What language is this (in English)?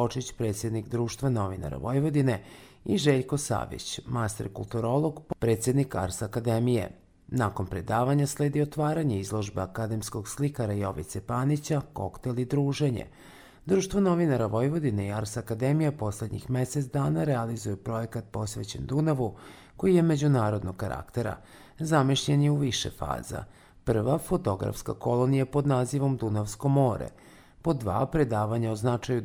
Serbian